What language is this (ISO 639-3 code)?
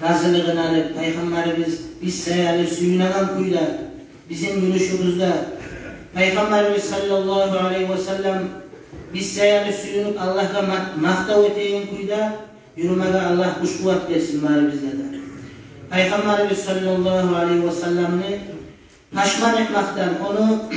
kum